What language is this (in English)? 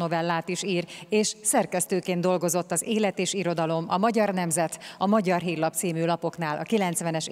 Hungarian